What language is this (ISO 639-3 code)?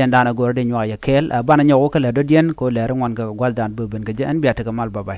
nus